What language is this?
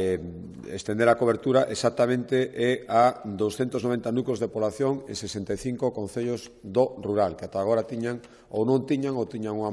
Galician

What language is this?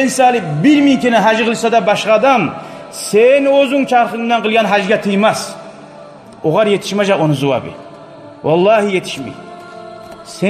Kumyk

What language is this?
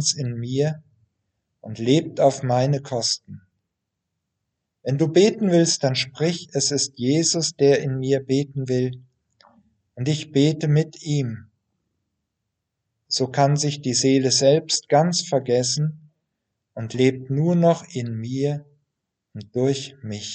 German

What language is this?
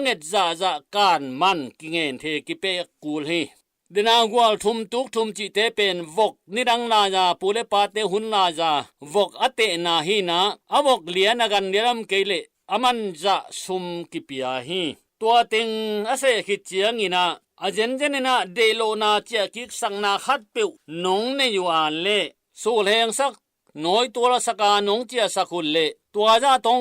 Tedim Chin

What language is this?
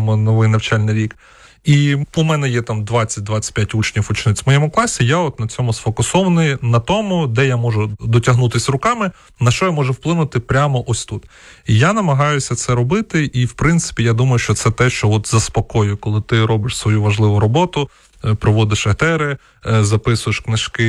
Ukrainian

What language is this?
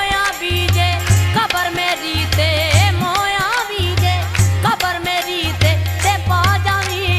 Pahari-Potwari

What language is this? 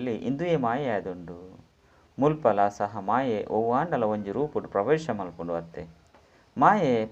Tulu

